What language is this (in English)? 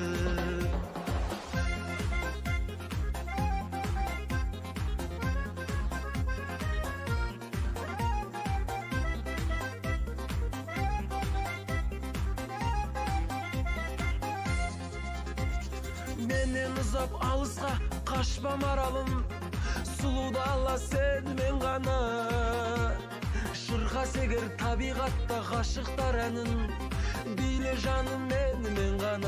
Kazakh